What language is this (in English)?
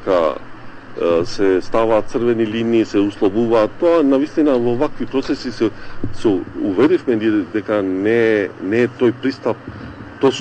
Macedonian